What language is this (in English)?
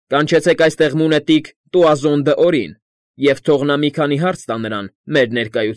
Armenian